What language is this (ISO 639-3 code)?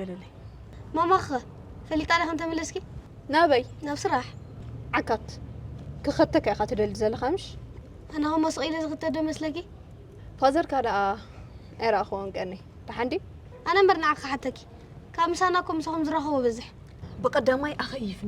tir